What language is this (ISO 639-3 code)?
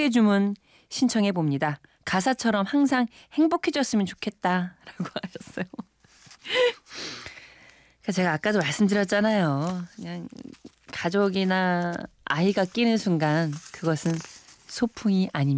kor